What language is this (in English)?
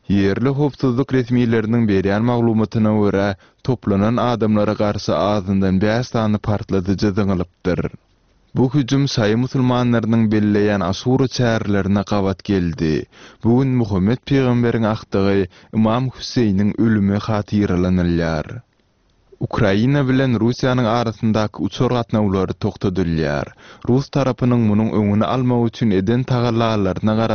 Turkmen